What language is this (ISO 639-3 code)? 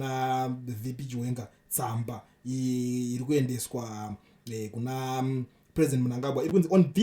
sna